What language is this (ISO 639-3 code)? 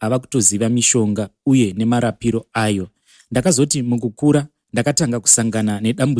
sna